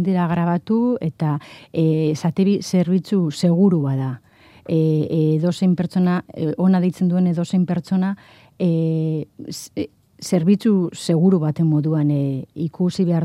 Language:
Basque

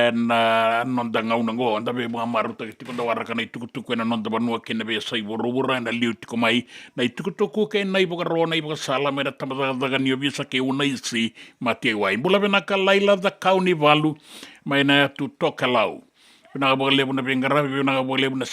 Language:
Fijian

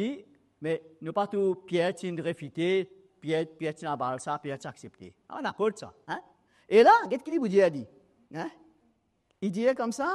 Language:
Morisyen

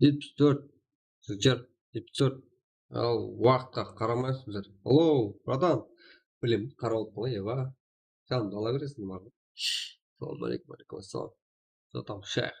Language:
Kara-Kalpak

